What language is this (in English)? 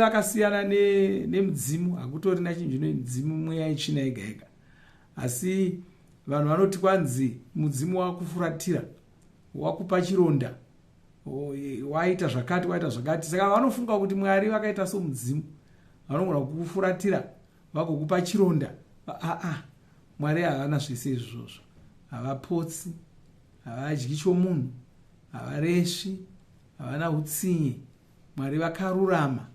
Shona